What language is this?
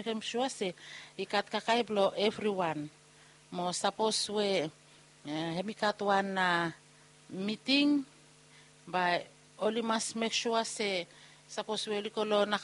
Bislama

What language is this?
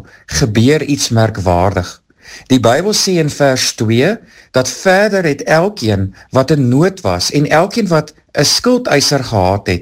Afrikaans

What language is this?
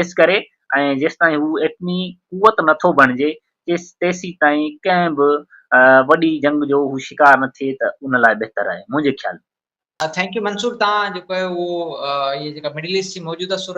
Sindhi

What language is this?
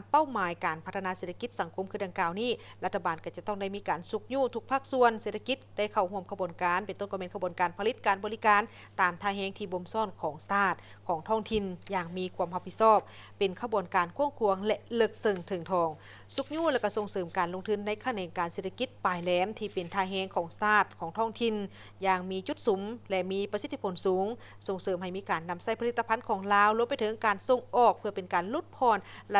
Lao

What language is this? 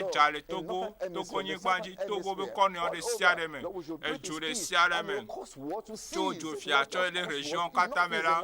Ewe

